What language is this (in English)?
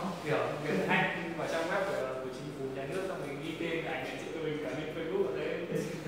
Vietnamese